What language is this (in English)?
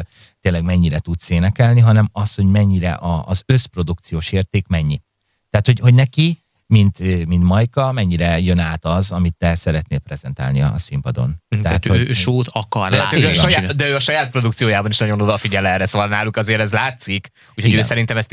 Hungarian